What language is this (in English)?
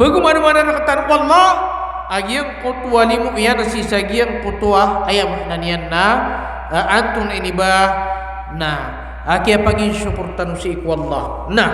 Maranao